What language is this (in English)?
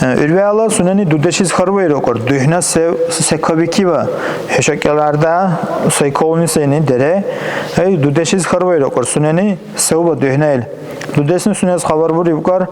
Dargwa